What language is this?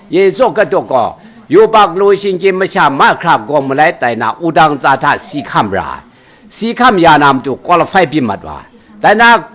Kachin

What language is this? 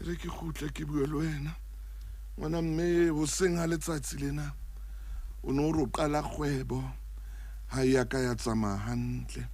Southern Sotho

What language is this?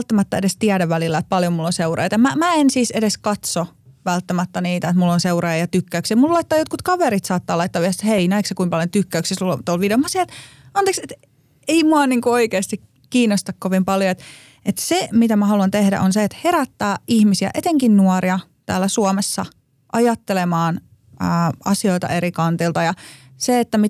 Finnish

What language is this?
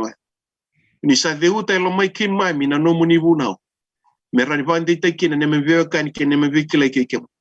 Fijian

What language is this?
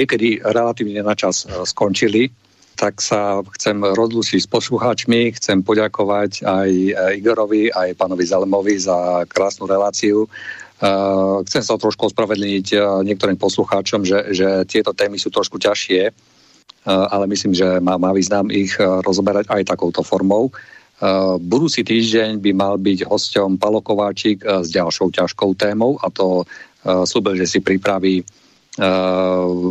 Slovak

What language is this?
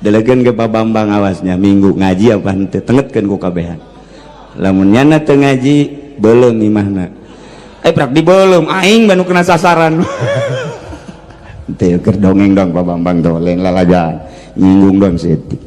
Sundanese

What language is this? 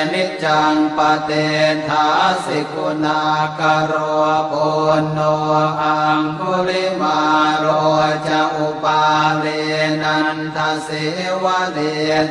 Pali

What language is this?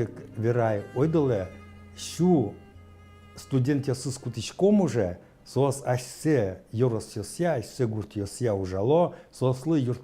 Udmurt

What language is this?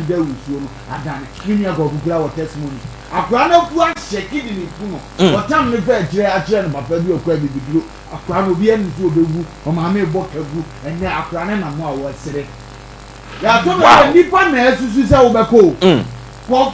Akan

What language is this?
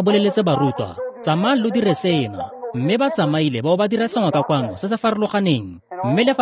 Tswana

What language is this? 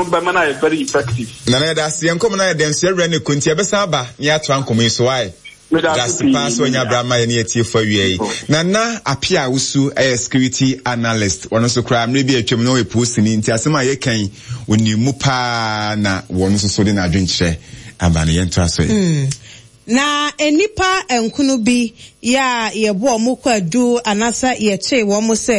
Akan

